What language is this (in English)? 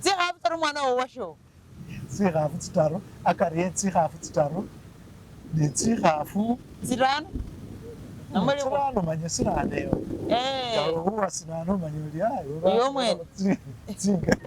Masaaba